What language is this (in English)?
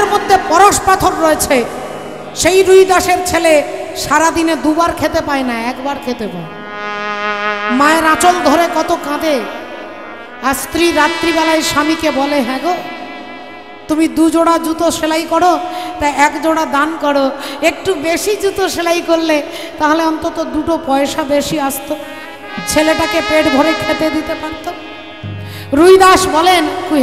Bangla